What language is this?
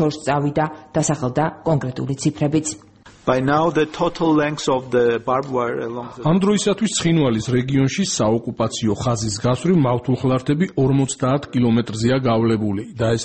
Georgian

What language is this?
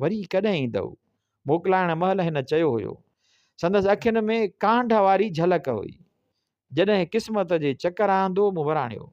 Sindhi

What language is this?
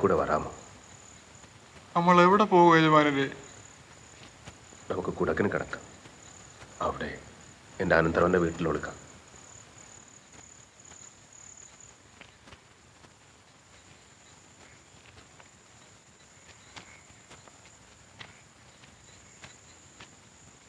Malayalam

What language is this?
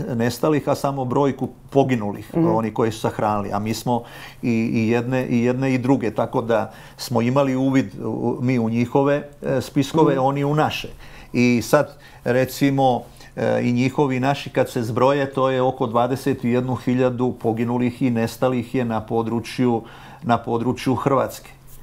Croatian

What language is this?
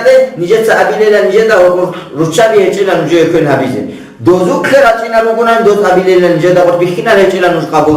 Avaric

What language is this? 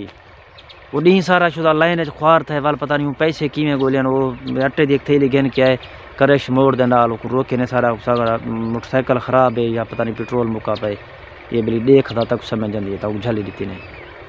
Saraiki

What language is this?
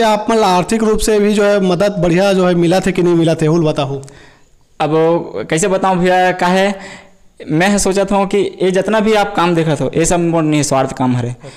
Chhattisgarhi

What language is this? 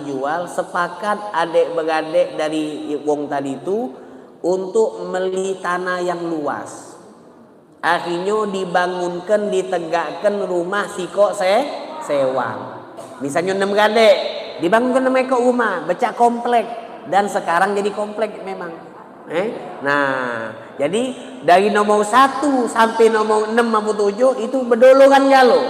Musi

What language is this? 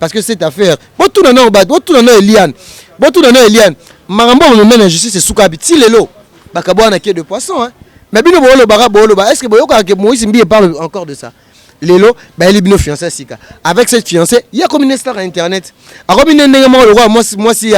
Lingala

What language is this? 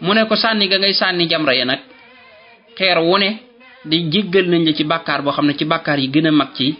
Wolof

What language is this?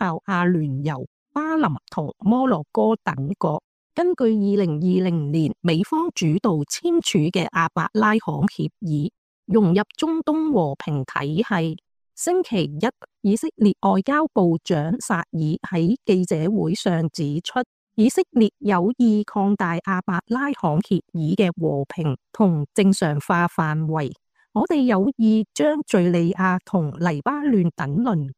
Cantonese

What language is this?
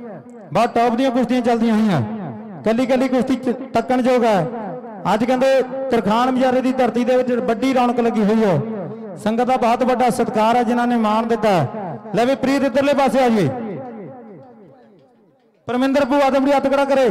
Punjabi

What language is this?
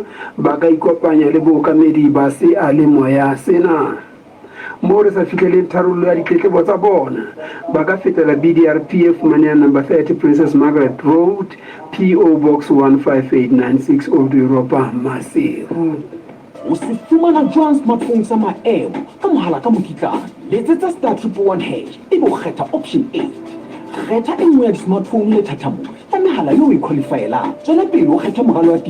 Southern Sotho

